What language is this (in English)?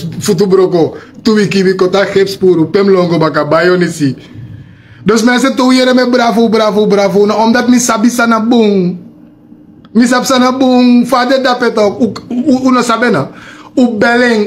Sranan Tongo